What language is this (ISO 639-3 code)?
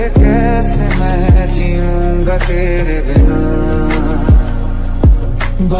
hin